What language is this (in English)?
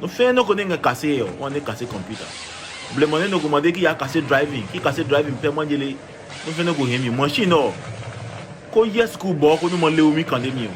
Adangme